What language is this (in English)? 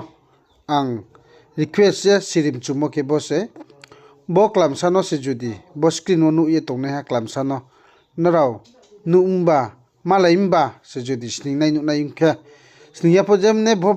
Riang (India)